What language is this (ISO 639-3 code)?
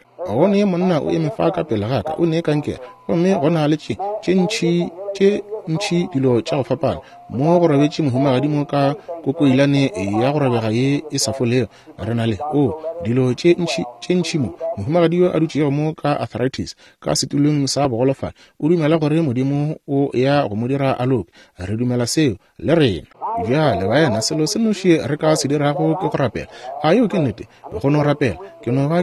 nso